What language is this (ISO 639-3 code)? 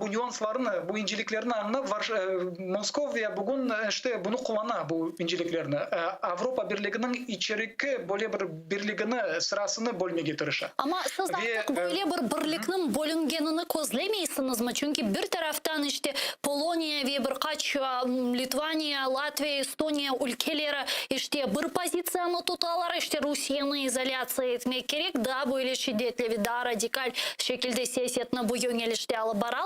crh